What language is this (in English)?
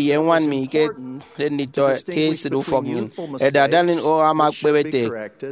Efik